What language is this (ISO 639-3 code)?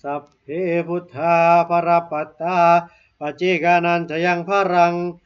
pli